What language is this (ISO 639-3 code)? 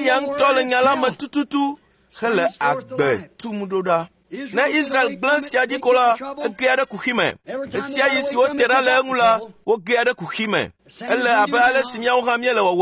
ewe